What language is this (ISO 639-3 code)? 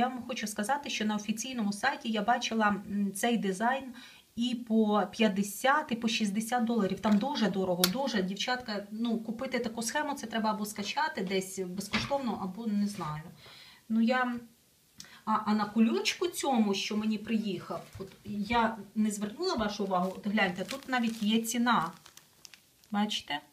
ukr